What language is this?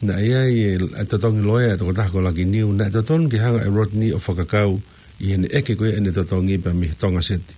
Tongan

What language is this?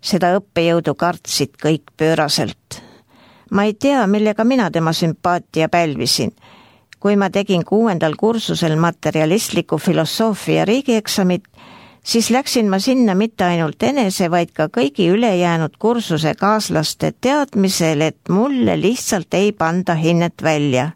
Estonian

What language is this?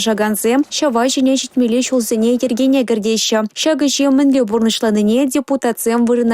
Chuvash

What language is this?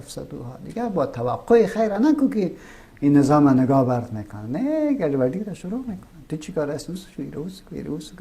Persian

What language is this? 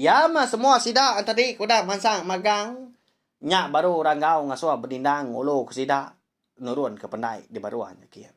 Iban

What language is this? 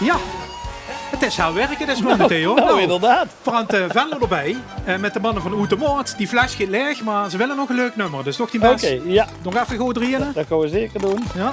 Limburgish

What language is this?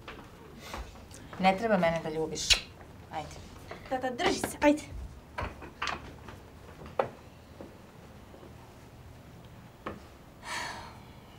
Serbian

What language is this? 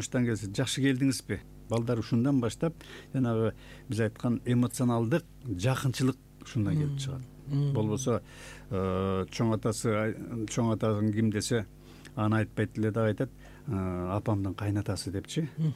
Kyrgyz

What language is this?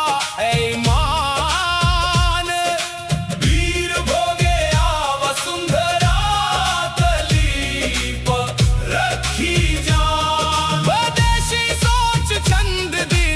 Dogri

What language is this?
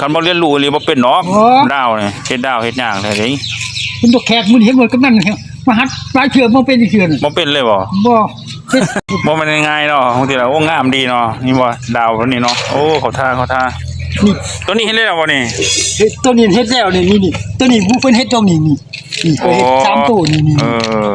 Northeastern Thai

